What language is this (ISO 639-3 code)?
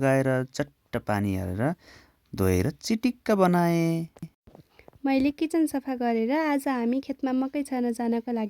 nep